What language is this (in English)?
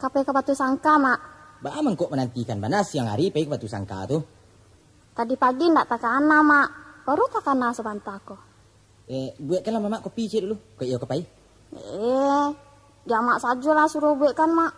Minangkabau